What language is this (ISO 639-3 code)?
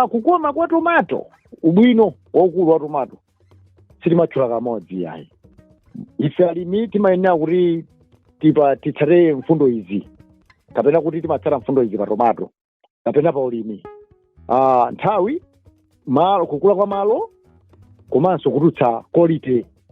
nya